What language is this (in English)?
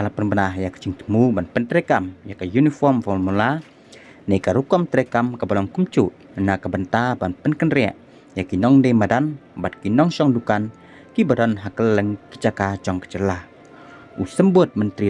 Khasi